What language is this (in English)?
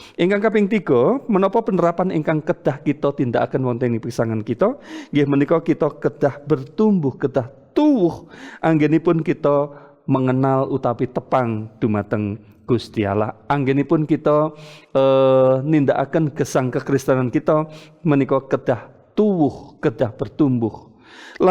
Javanese